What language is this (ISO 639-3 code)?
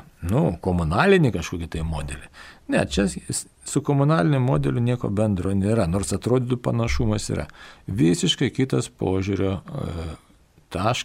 lit